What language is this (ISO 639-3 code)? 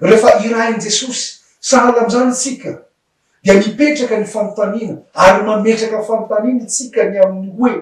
mlg